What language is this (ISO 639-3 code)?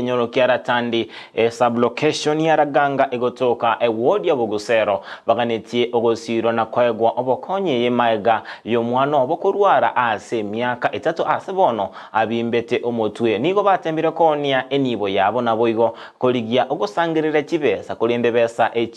guz